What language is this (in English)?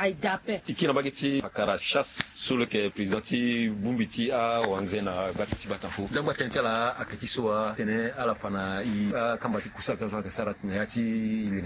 Sango